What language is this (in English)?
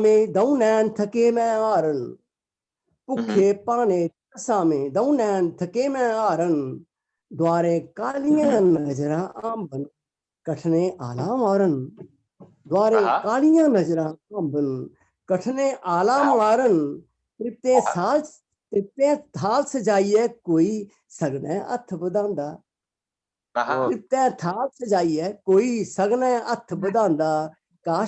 Dogri